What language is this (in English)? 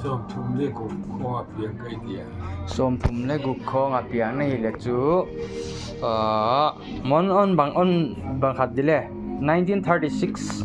Paite Chin